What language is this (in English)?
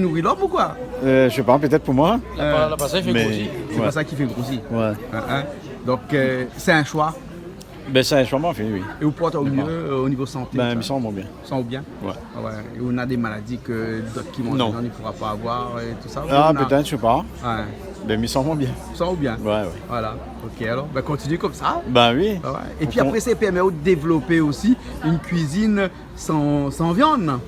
Réunion Creole French